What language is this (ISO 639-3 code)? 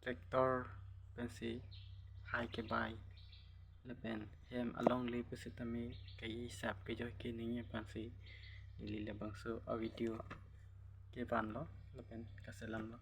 mjw